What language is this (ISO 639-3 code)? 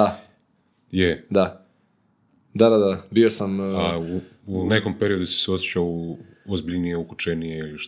hrv